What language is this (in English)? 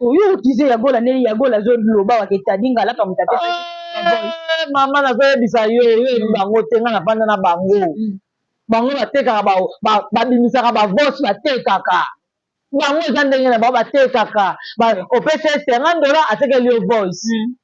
Lingala